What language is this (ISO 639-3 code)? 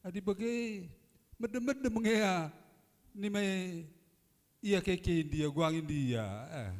btx